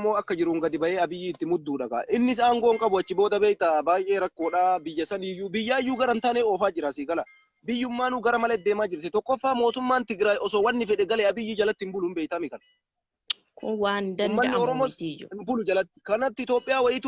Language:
Oromo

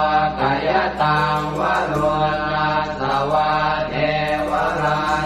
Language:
Pali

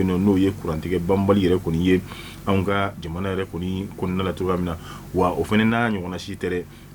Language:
Bambara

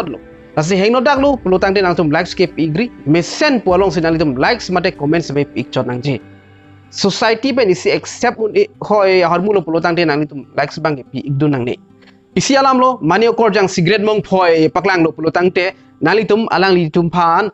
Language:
Karbi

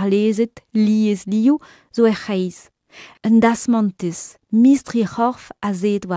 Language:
Breton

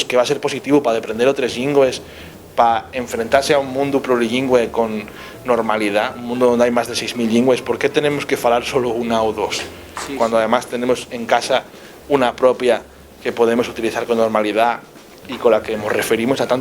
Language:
Asturian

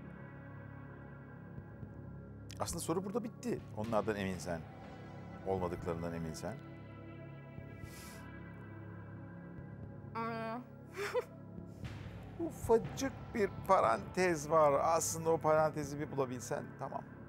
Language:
Turkish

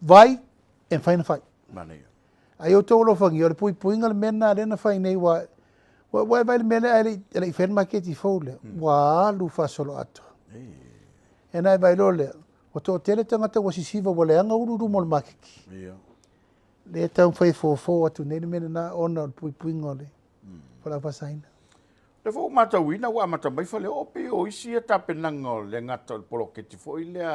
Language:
Samoan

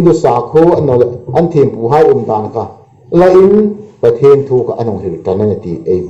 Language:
Hmar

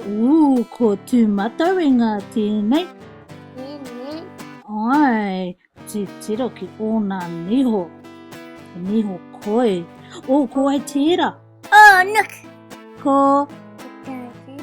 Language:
Māori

